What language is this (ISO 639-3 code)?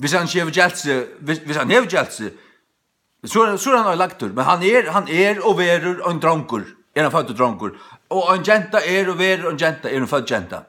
fao